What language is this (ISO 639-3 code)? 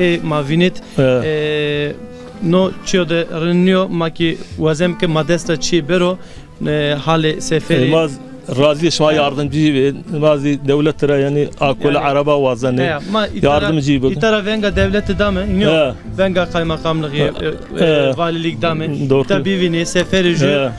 zza